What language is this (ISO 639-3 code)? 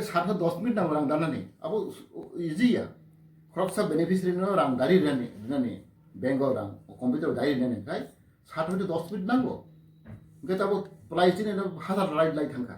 trp